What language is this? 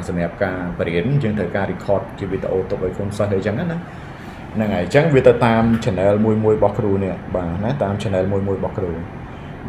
Khmer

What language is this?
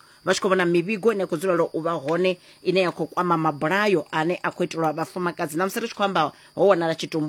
Venda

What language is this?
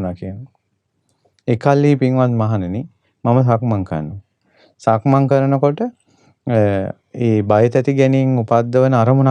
Sinhala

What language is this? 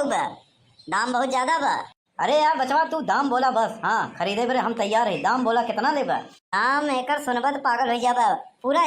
Awadhi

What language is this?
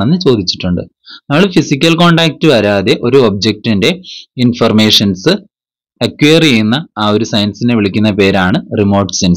Malayalam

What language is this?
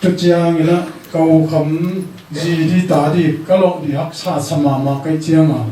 Tedim Chin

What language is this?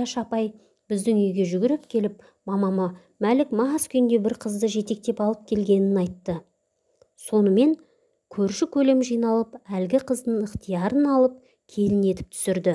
Kazakh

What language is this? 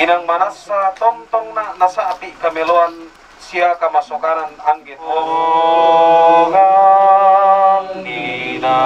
Toraja-Sa'dan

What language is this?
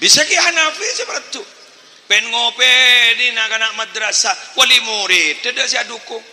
Madurese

